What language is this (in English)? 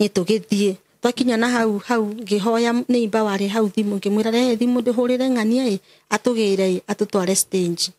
Kikuyu